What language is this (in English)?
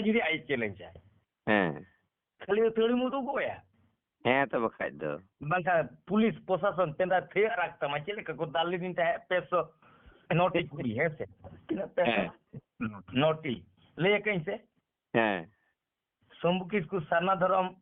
Santali